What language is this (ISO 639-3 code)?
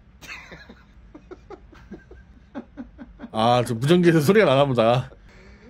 kor